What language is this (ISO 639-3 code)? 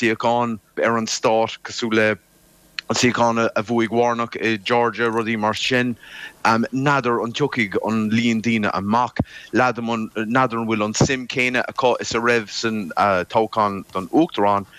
gle